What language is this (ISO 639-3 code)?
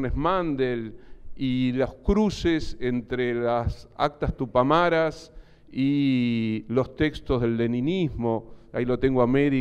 spa